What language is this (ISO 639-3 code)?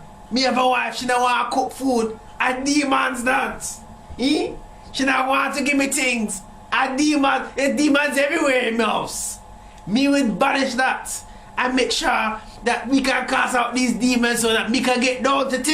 jam